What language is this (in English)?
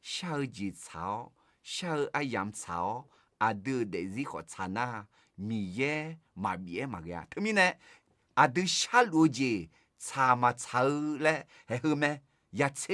Akha